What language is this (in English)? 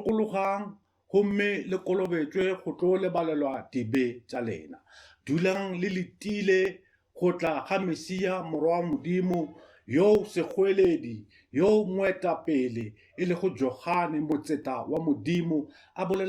Northern Sotho